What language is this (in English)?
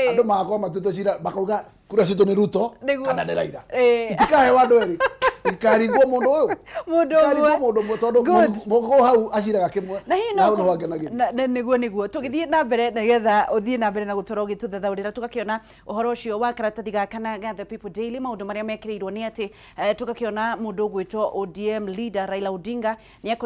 Kikuyu